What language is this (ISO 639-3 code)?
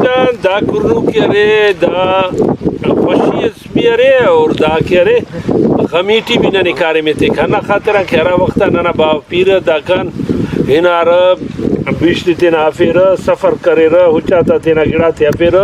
brh